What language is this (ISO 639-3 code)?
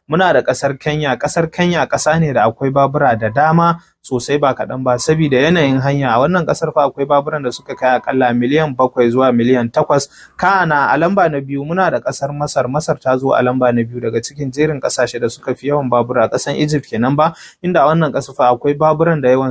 hau